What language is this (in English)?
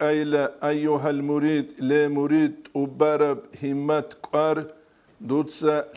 Avaric